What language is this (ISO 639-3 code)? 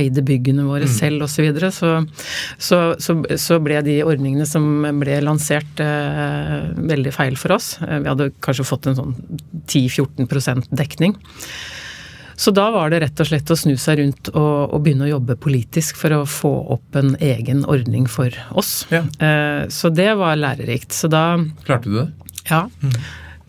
nor